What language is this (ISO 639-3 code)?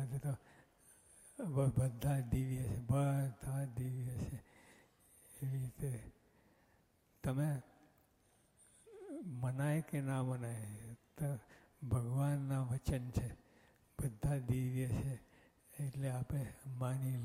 guj